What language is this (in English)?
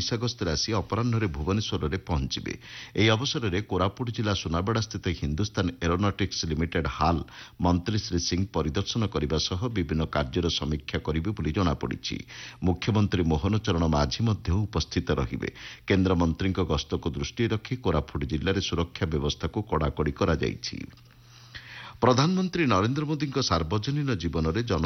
Odia